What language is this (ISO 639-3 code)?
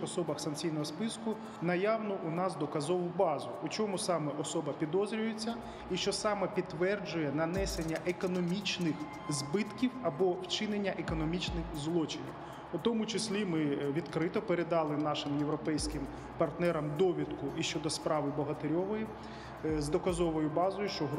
ukr